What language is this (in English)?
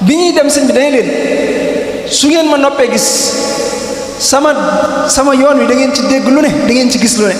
Wolof